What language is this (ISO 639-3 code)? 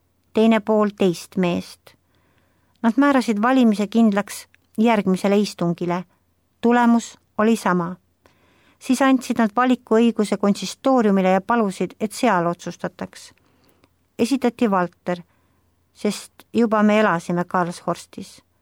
est